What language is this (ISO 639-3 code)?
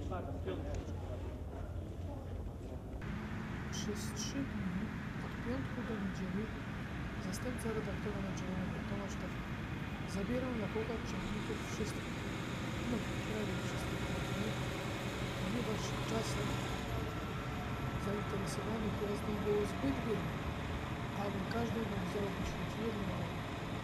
pol